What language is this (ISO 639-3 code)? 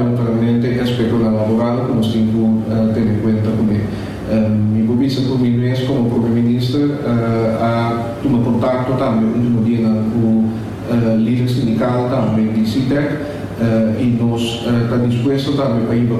pap